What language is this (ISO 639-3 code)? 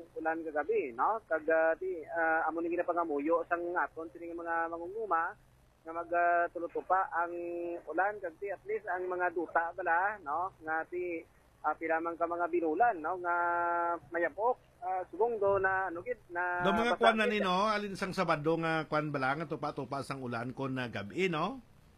hil